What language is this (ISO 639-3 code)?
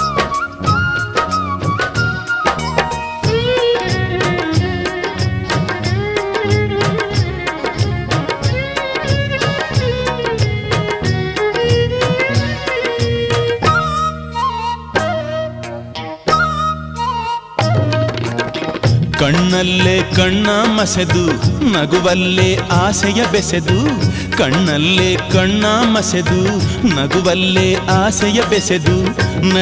kan